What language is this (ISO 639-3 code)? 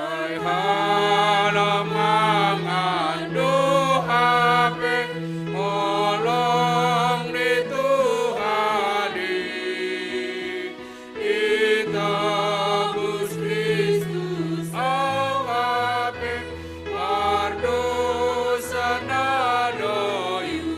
bts